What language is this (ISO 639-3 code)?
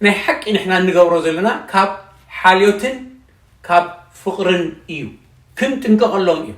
tir